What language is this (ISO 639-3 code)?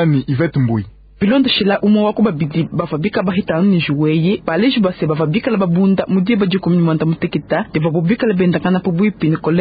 lua